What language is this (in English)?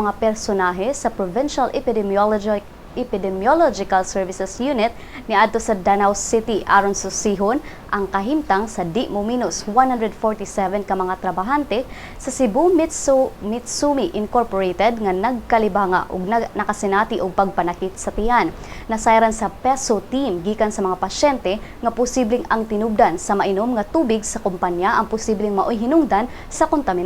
Cebuano